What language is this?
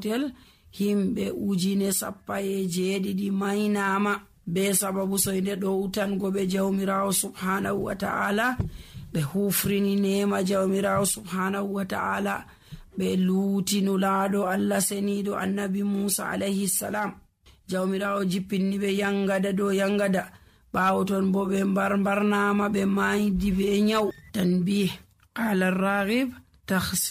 Nigerian Fulfulde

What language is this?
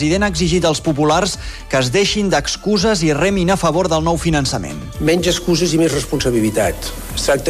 Catalan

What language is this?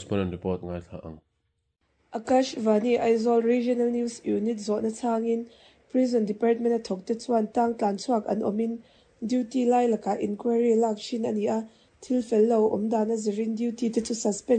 Mizo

